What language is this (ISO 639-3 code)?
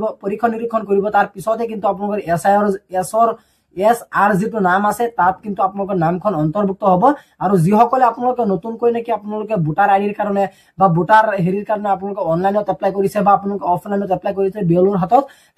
asm